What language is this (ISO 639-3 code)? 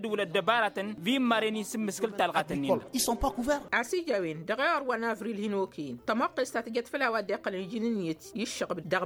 taq